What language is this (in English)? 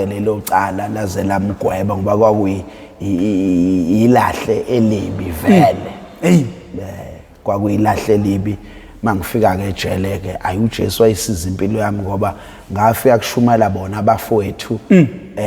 Zulu